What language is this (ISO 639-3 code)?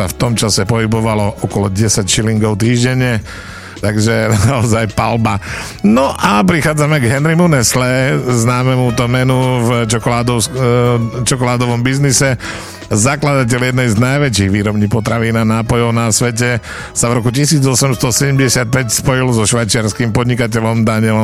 slk